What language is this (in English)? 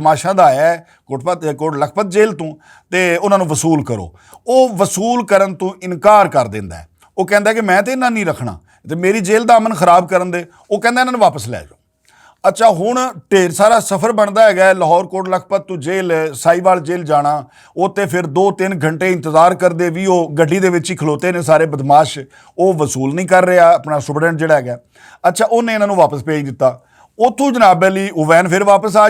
Western Panjabi